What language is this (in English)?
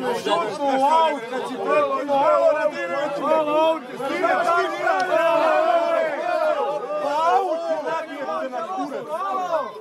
Serbian